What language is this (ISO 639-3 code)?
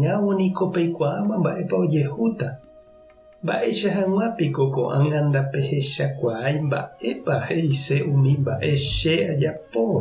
grn